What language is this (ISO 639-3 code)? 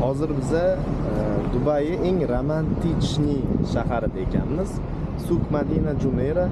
uzb